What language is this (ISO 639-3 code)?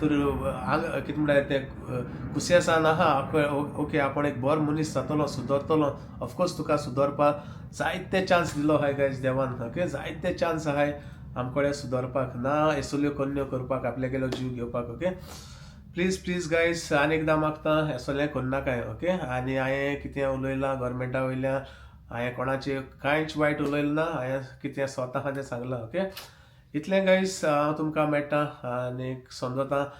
kok